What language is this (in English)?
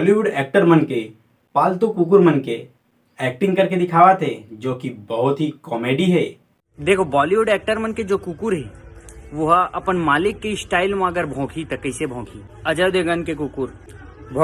Chhattisgarhi